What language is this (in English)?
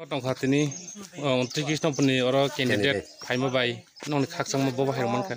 Kok Borok